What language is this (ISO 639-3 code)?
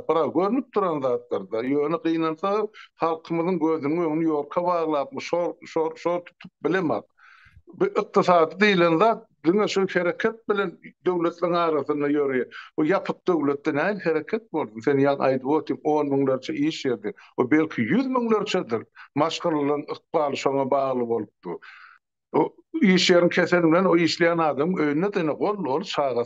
tuk